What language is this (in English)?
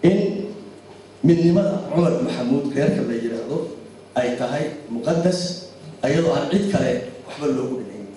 Somali